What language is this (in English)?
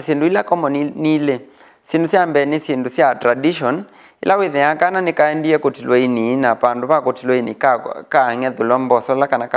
Kamba